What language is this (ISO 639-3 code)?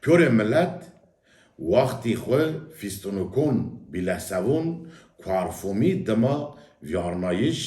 zza